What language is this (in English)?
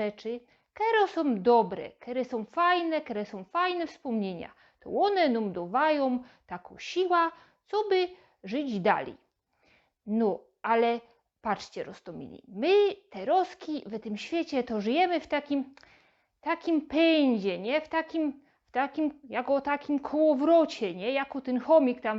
Silesian